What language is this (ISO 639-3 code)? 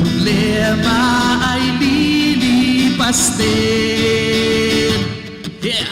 hil